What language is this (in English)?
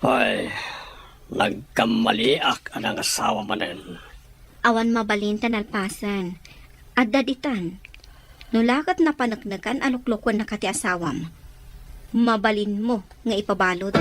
Iloko